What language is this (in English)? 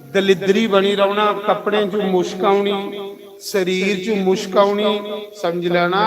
Dogri